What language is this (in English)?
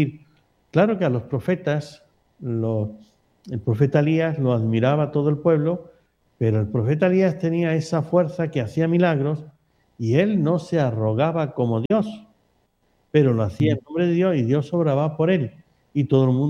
Spanish